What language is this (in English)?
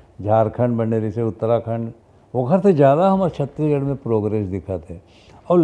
Chhattisgarhi